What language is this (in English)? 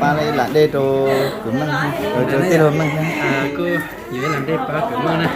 Hmong